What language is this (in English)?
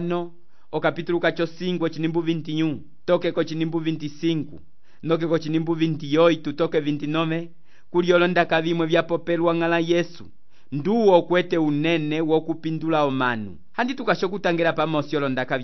Umbundu